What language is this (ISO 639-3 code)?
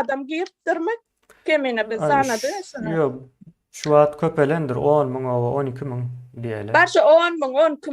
tuk